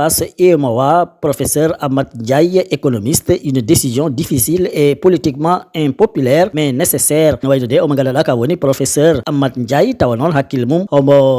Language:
Fula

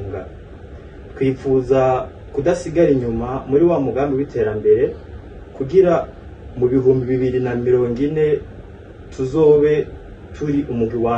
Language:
Rundi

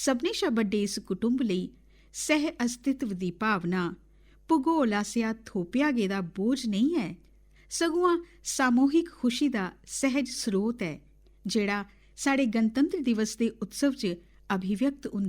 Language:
Dogri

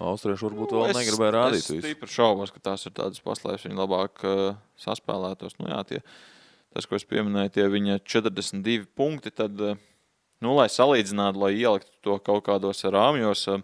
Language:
Latvian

